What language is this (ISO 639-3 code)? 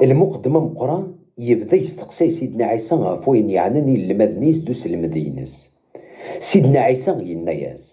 kab